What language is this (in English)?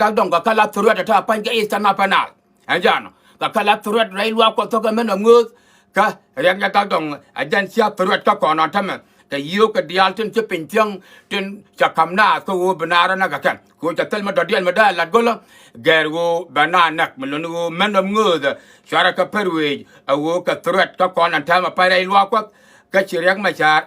Nuer